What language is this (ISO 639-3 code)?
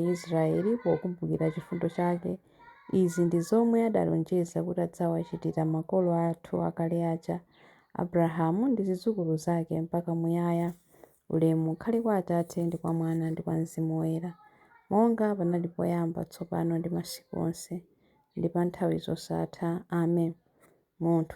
nya